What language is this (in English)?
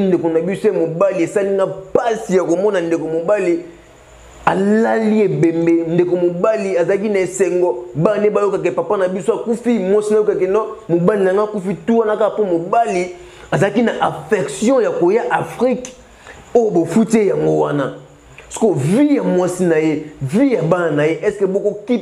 Lingala